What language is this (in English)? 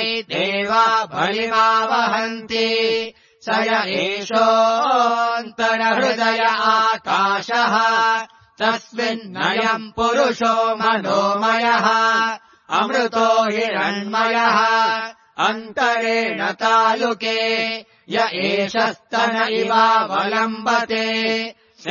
Sanskrit